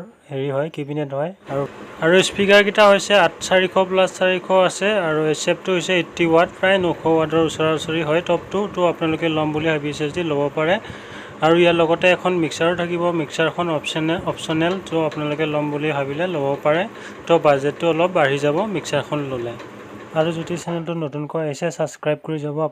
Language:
Assamese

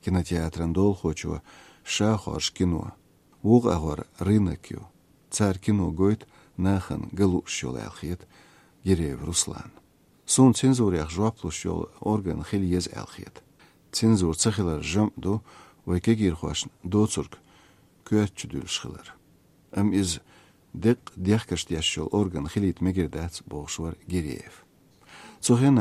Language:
Chechen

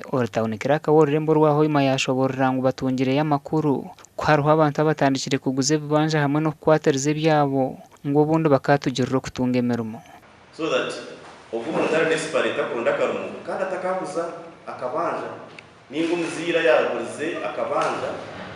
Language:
Nyankole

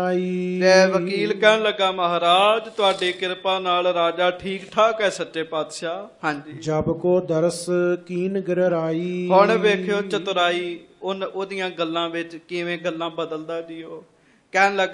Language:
Punjabi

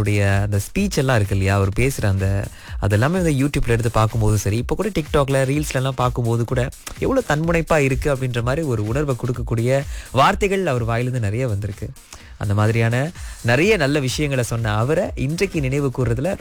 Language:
Tamil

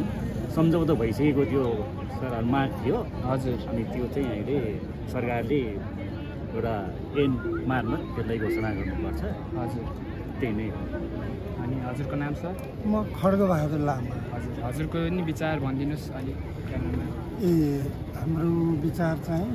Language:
Nepali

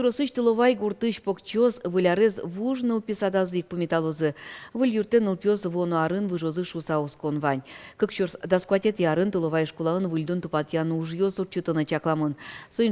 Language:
Udmurt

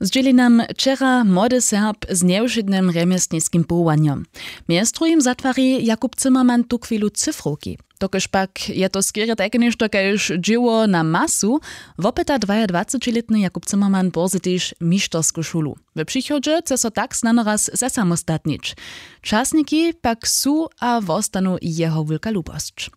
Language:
Upper Sorbian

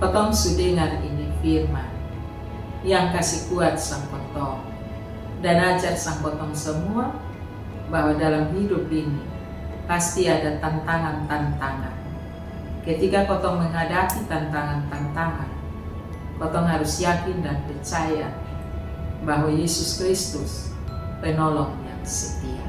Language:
Kupang Malay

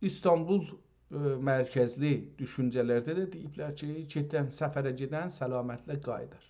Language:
South Azerbaijani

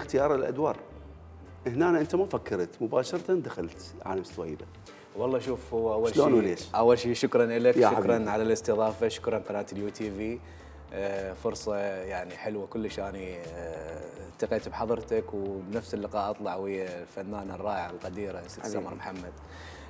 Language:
Mesopotamian Arabic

